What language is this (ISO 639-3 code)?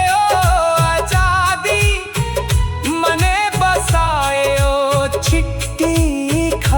doi